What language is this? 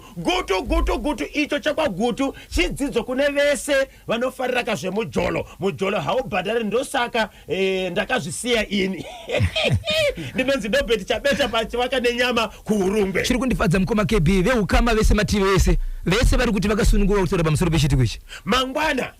Shona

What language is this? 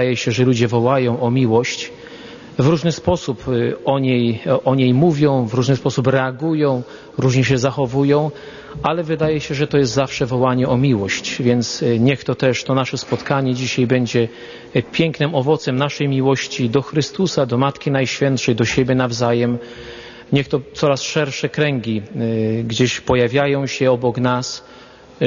Polish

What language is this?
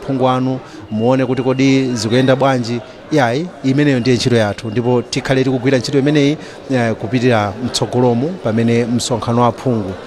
Nyanja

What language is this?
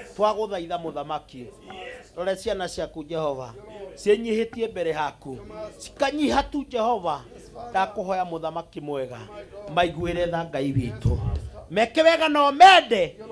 Kikuyu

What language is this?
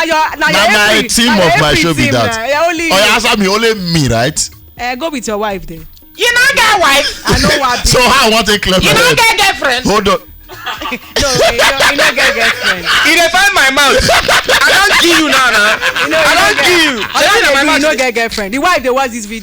Nigerian Pidgin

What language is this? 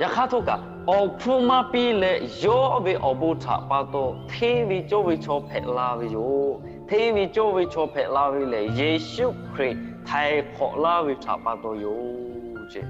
Lahu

